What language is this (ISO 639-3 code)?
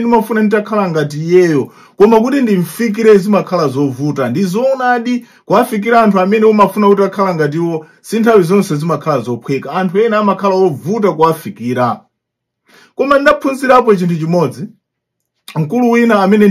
nya